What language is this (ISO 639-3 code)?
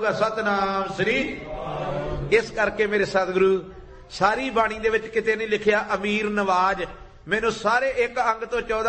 pan